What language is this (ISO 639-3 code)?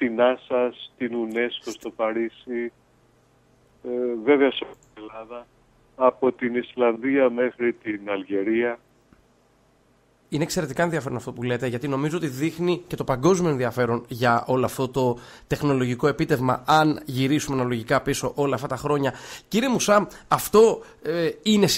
ell